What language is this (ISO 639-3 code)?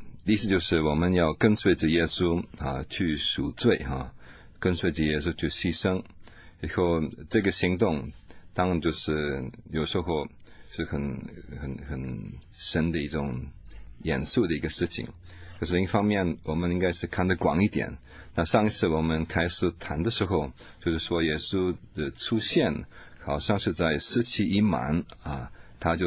zho